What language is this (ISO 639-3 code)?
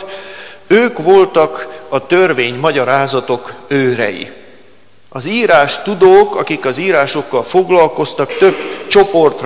hun